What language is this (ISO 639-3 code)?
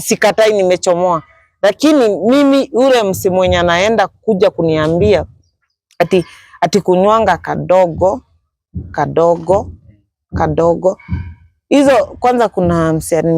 kik